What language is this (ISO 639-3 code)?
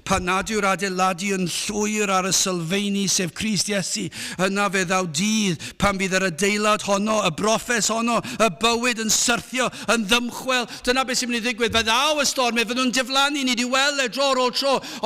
cym